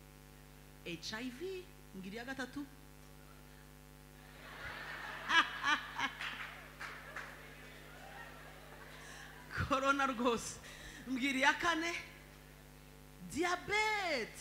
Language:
Kinyarwanda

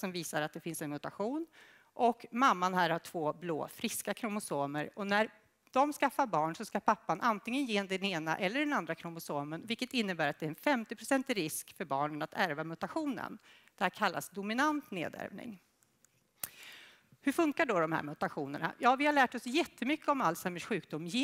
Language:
Swedish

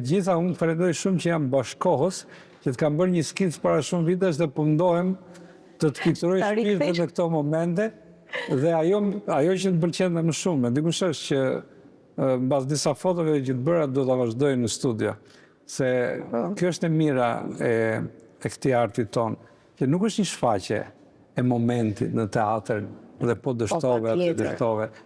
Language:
Albanian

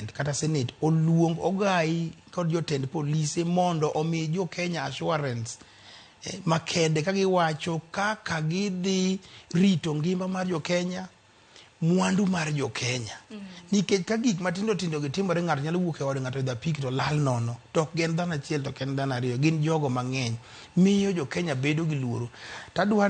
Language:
Luo (Kenya and Tanzania)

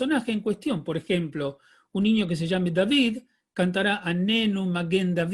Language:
Ladino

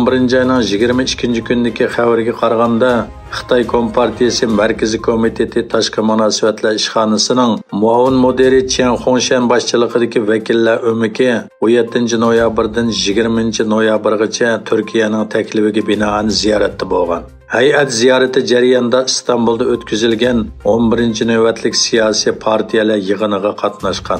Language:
Uyghur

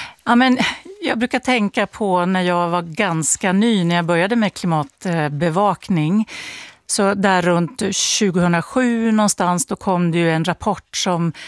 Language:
Swedish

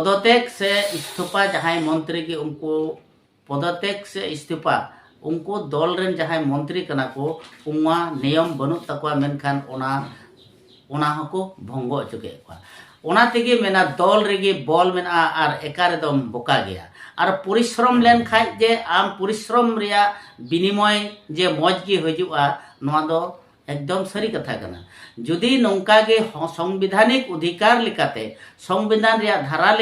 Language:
Santali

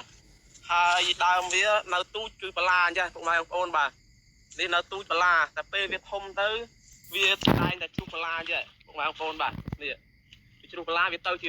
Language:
Khmer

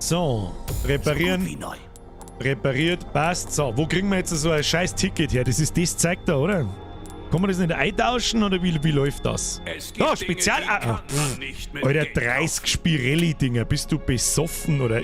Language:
Bavarian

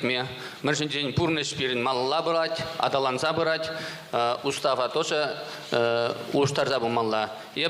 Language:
Chuvash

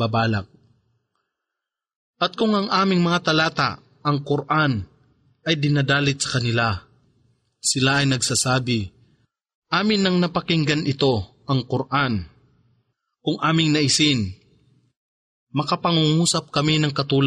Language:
Filipino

